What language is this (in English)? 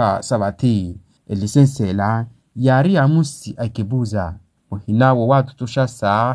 Makhuwa